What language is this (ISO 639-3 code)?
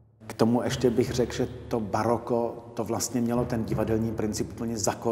ces